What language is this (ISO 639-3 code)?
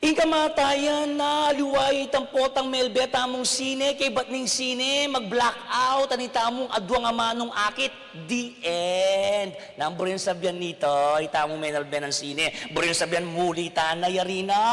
pam